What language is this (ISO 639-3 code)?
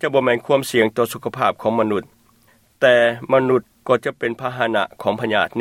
lao